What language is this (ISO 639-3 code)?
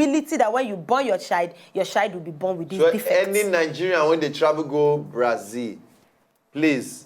pcm